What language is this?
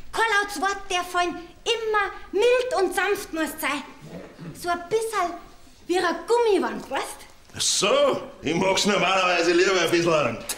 Bavarian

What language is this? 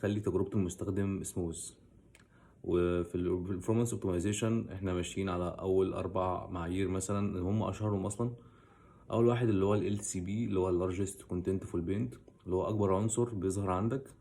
Egyptian Arabic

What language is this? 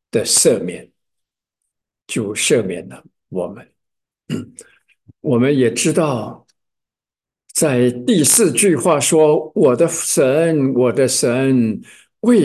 Chinese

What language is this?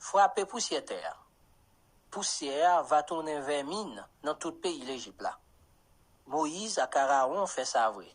Haitian Creole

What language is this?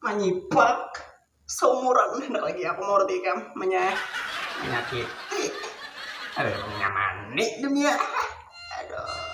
Banjar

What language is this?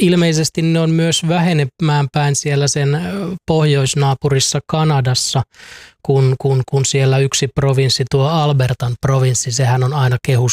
Finnish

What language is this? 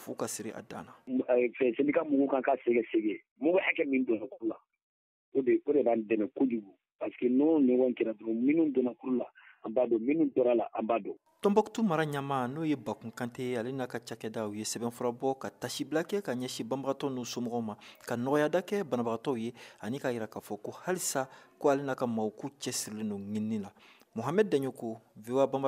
Bambara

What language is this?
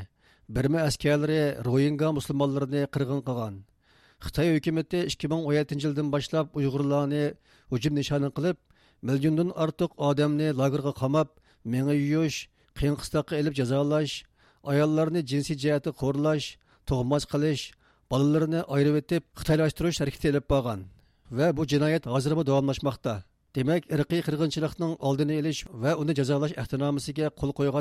Uyghur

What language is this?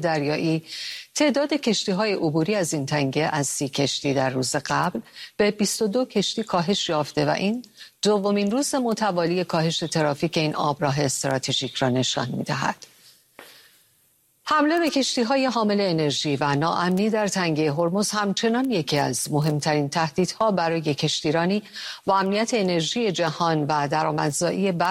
Persian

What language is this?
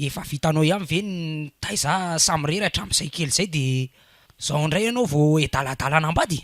Malagasy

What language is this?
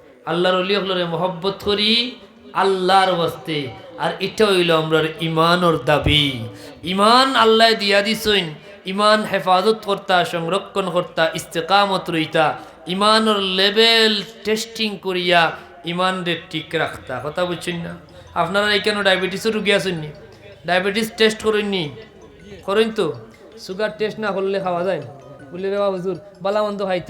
Sylheti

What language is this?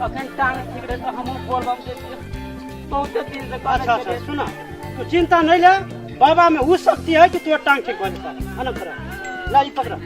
Maithili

